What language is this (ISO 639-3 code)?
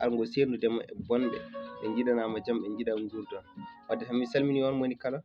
ful